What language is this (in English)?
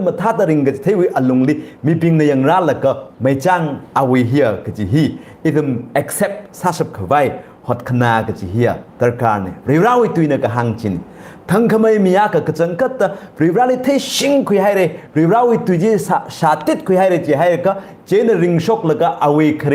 Tangkhul Naga (India)